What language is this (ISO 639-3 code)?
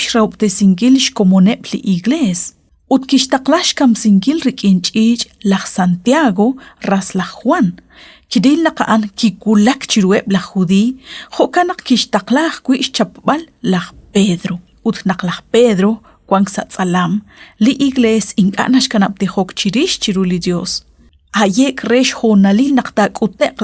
kek